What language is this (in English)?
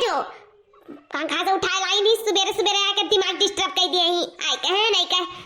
Awadhi